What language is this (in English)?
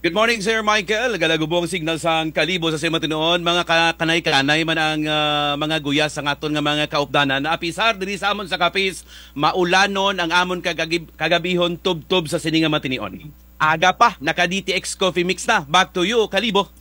Kinaray-a